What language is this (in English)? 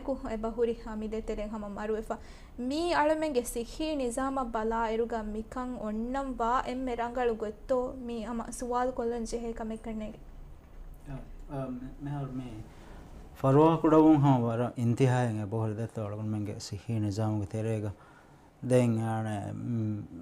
Divehi